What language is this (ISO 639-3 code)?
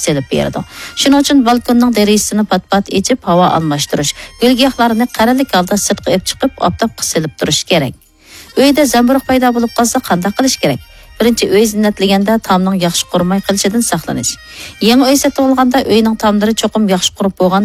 uig